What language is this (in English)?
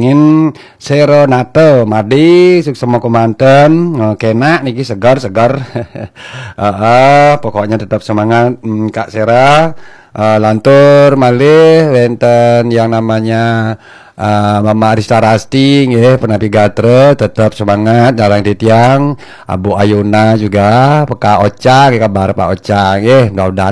Balinese